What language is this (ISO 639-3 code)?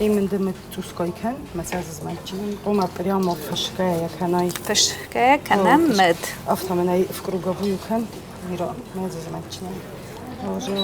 oss